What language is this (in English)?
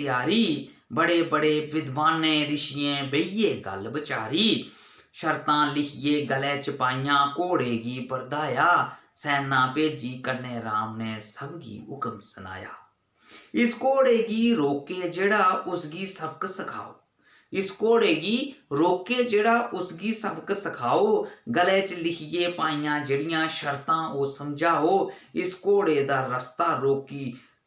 Dogri